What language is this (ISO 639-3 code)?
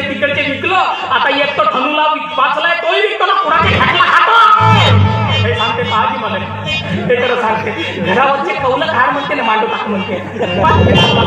mar